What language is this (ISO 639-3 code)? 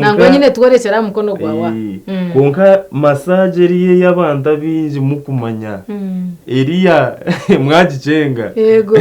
nyn